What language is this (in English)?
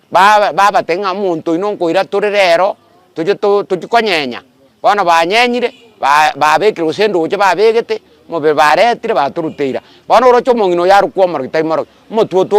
Gusii